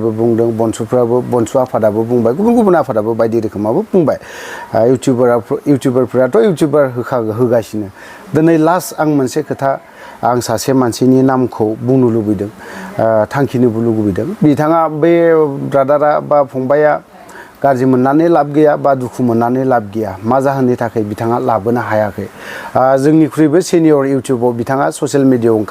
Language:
Bodo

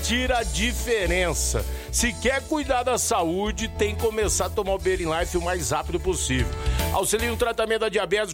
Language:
Portuguese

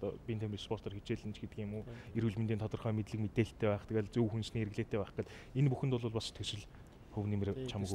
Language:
Mongolian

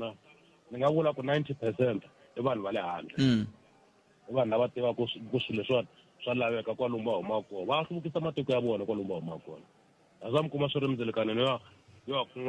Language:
Tsonga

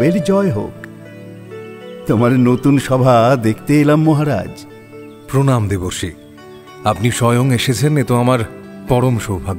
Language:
Bangla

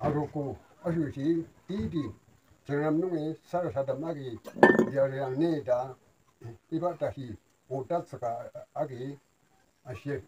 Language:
Naga Pidgin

